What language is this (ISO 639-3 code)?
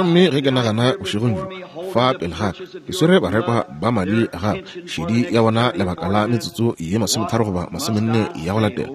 nso